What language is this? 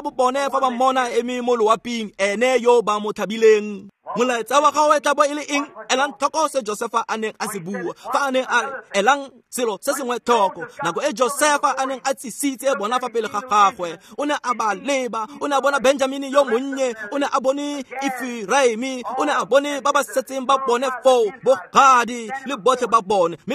Tswana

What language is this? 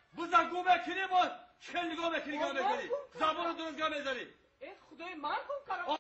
Tajik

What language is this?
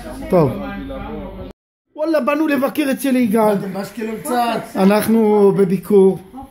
Hebrew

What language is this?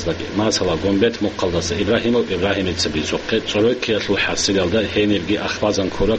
Avaric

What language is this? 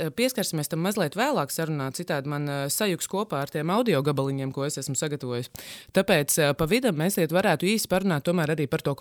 Latvian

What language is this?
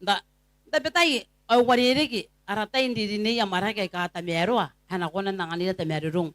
Gilbertese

